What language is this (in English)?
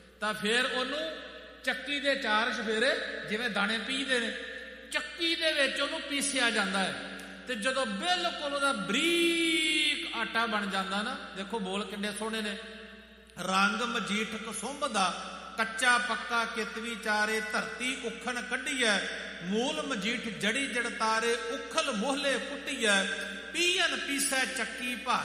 Punjabi